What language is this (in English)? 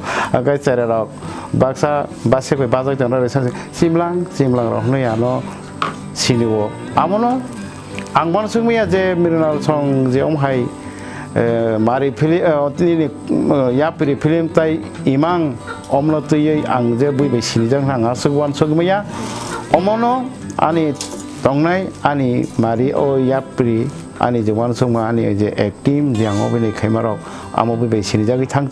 Kok Borok